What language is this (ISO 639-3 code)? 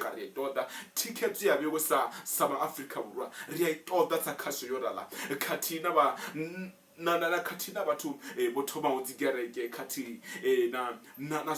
ven